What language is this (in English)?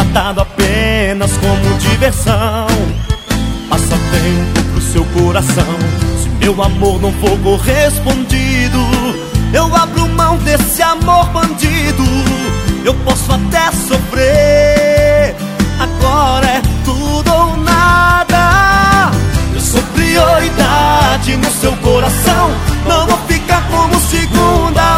Portuguese